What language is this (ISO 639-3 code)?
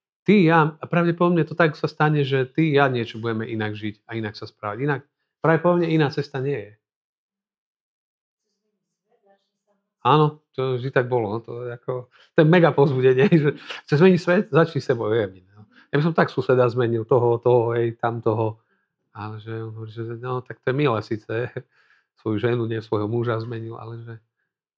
slk